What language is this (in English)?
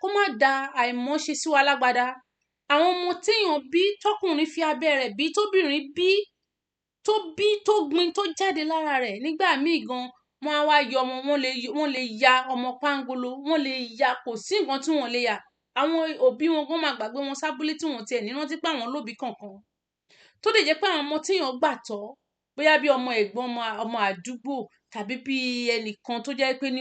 Yoruba